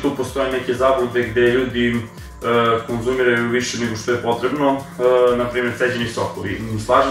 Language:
Serbian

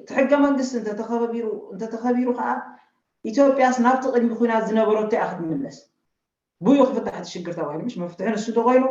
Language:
Tigrinya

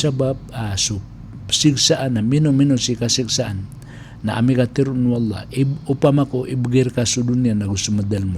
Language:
Maranao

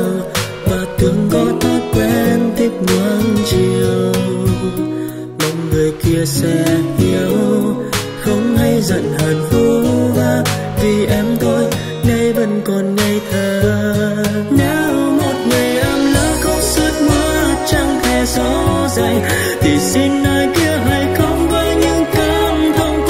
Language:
Vietnamese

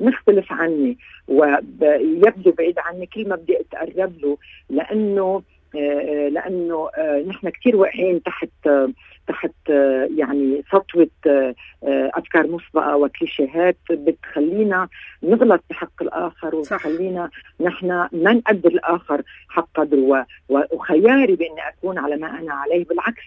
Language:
North Levantine Arabic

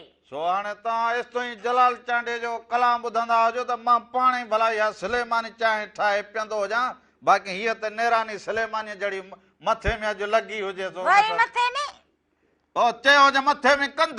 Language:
Sindhi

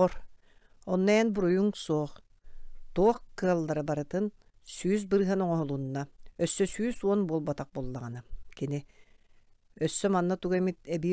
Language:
Yakut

